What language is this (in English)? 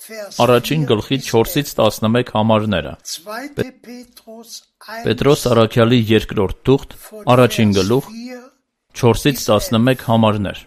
Armenian